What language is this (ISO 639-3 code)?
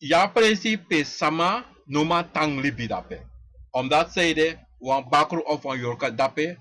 srn